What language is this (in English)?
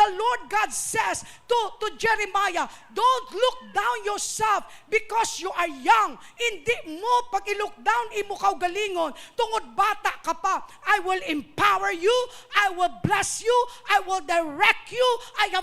Hiligaynon